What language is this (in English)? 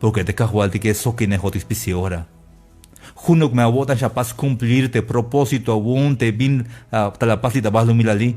Tzeltal